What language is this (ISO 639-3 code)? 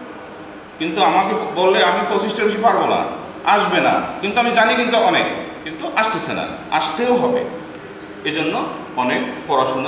ben